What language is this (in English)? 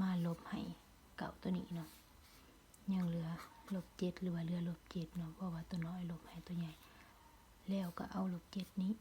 Lao